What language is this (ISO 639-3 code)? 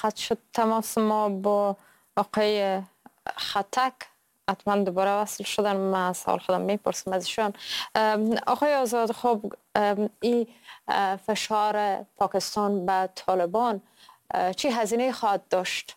fas